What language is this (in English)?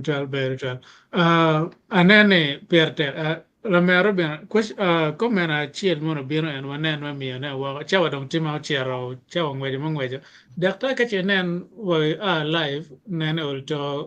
Acoli